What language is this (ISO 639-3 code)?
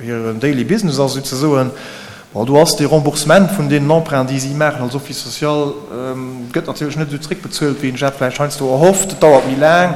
ltz